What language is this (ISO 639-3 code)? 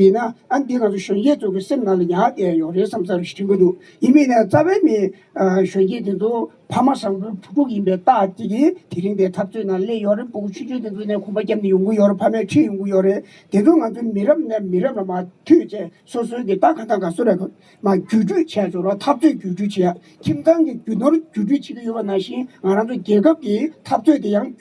bod